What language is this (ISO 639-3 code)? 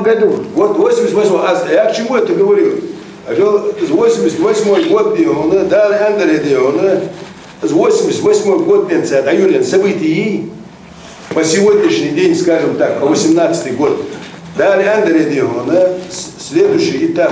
inh